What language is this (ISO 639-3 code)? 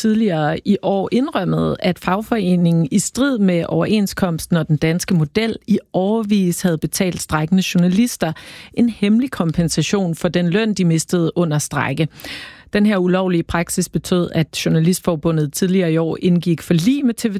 dan